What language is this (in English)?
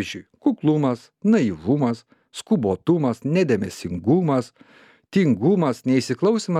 Lithuanian